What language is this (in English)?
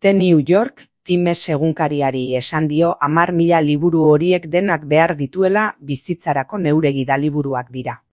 Basque